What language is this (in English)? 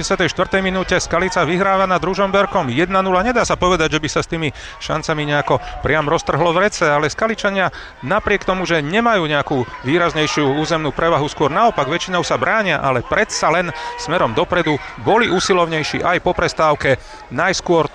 Slovak